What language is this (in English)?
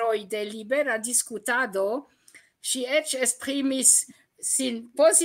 Esperanto